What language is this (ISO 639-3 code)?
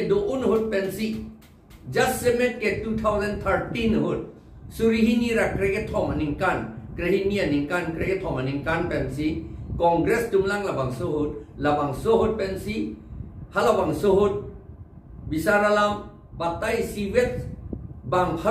mjw